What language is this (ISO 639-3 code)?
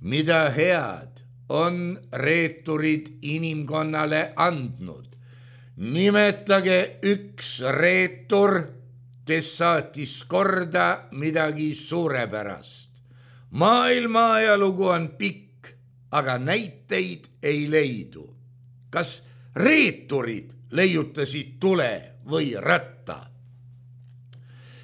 est